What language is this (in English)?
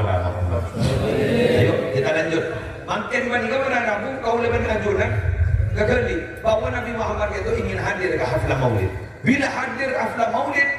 Madurese